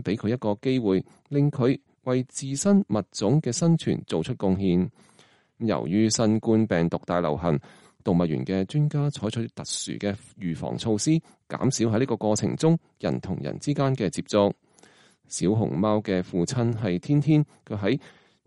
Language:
Cantonese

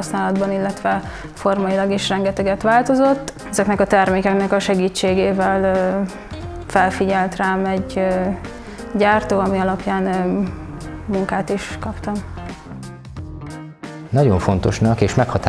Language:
Hungarian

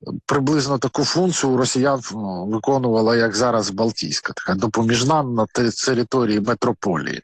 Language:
Ukrainian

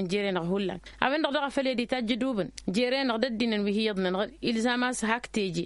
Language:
Tamasheq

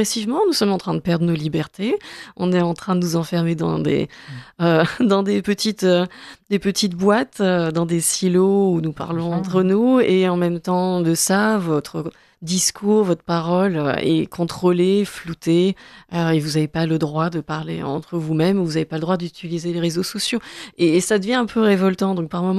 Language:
French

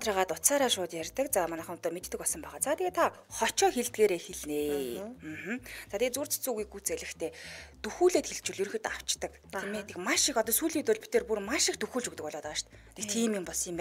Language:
Mongolian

